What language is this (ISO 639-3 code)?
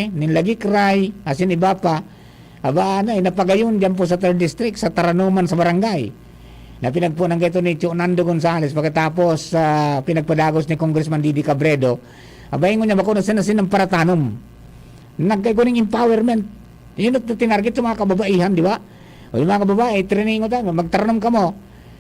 bik